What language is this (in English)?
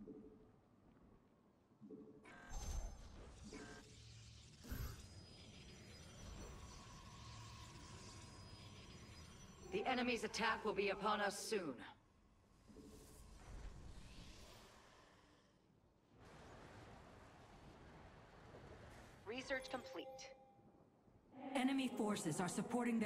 English